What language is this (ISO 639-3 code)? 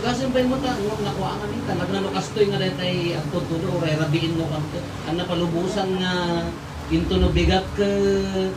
ilo